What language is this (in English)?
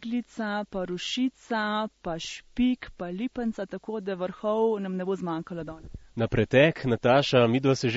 Slovenian